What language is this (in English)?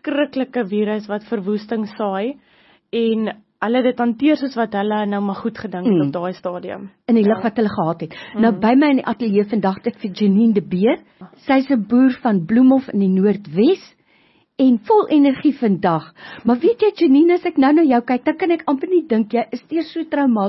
Afrikaans